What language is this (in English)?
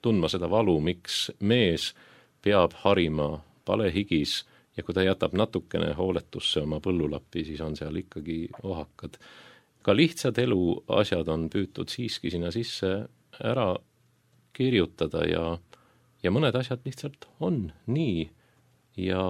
Estonian